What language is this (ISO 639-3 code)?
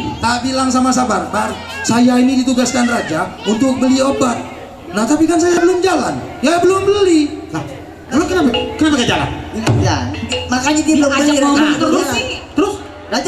bew